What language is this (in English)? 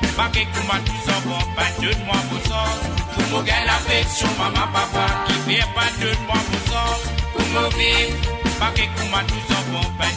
Morisyen